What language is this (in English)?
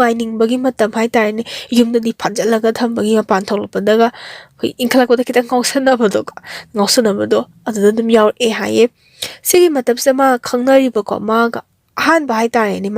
Manipuri